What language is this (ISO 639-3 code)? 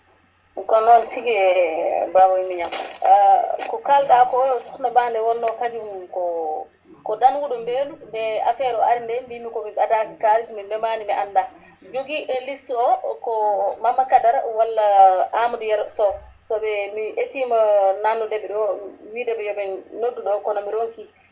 ful